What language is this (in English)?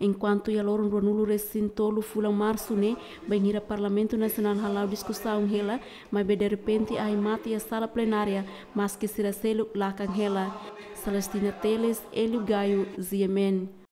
Tetum